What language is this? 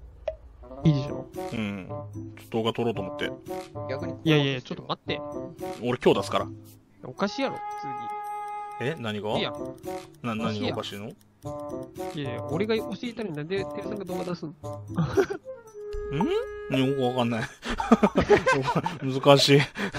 Japanese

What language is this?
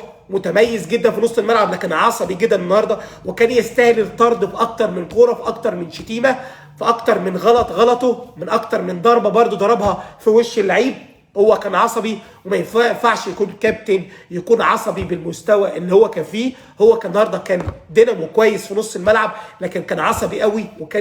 Egyptian Arabic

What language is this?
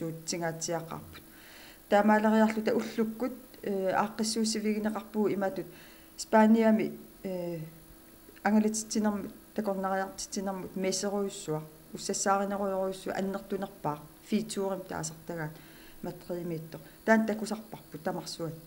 Kalaallisut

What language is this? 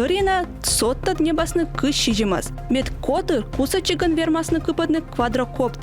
Komi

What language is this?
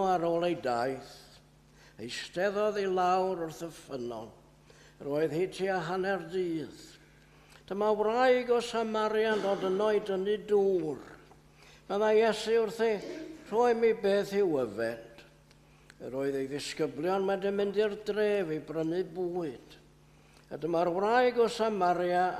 Welsh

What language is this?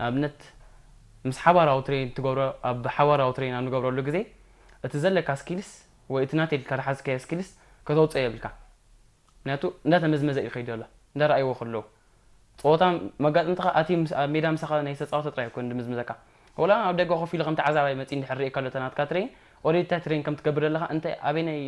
Tigrinya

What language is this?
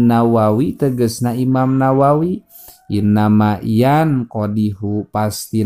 Sundanese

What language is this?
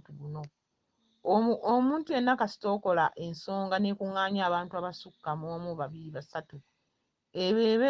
Ganda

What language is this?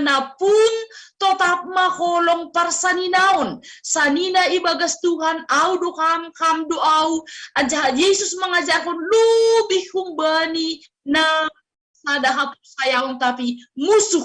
Batak Simalungun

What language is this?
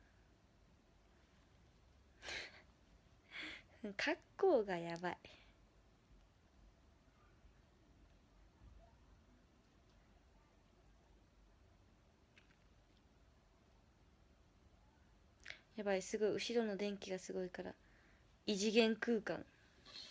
Japanese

